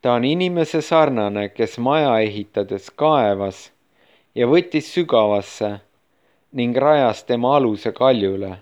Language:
Estonian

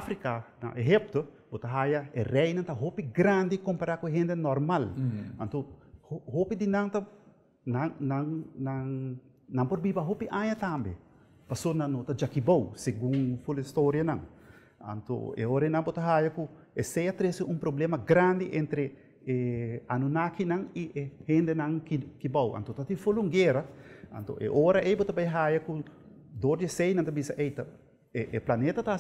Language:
Papiamento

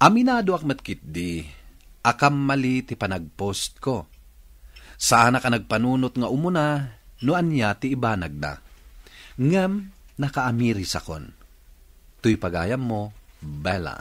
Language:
Iloko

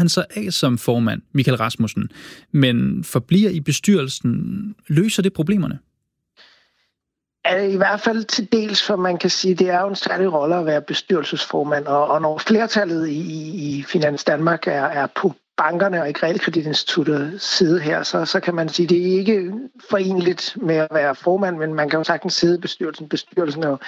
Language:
Danish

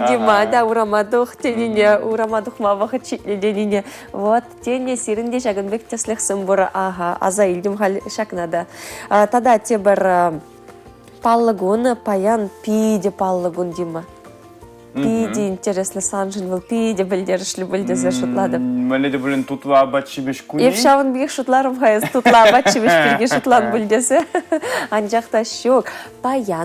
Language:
Chuvash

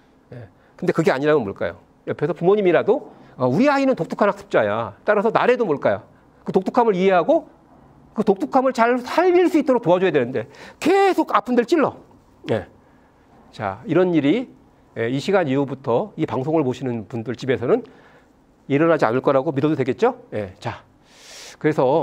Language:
Korean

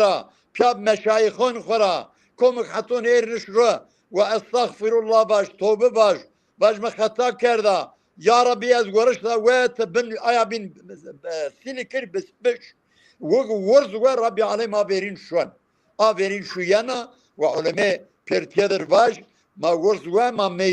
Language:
Zaza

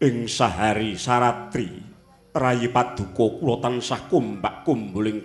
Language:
Javanese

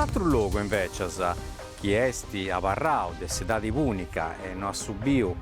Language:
Sardinian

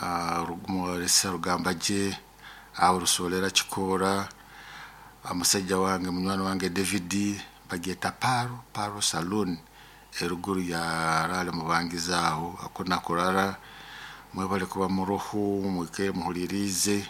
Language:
Nyoro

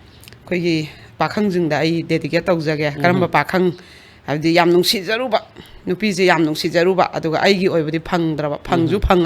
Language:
Manipuri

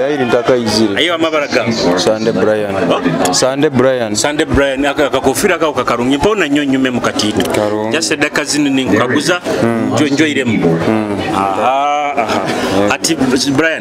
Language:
Nyoro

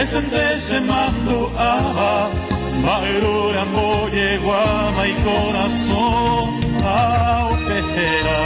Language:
Guarani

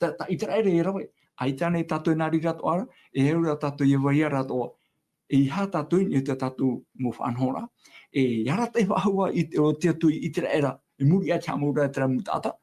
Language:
Tahitian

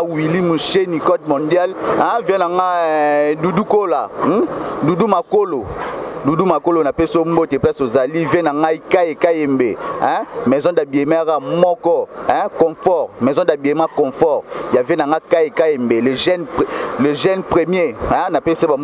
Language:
Lingala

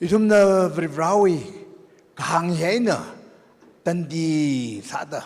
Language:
Tangkhul Naga (India)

